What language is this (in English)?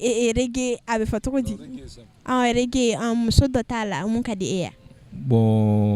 Bambara